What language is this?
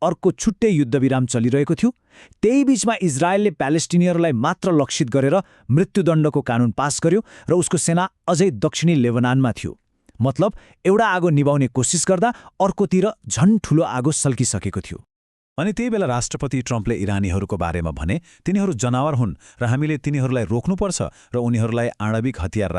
Nepali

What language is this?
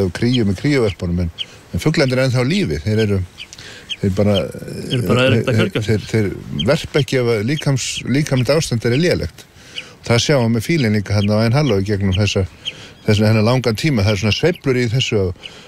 Icelandic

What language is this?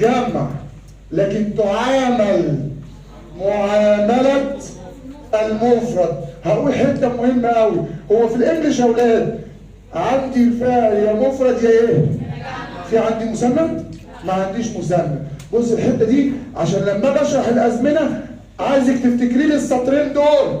Egyptian Arabic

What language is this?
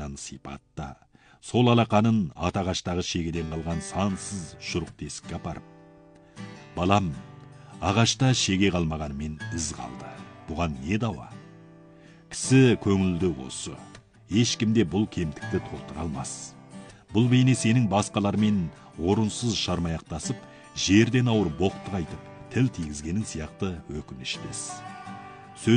Kazakh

